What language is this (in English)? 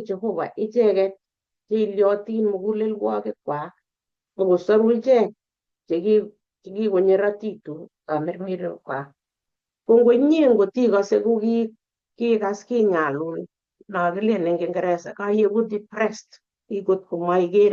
Kalenjin